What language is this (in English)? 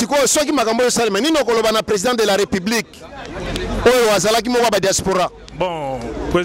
Lingala